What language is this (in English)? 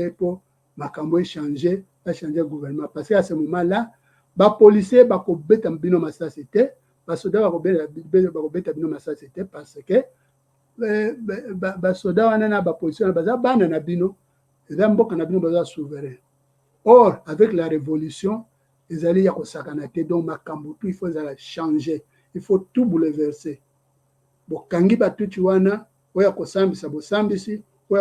Lingala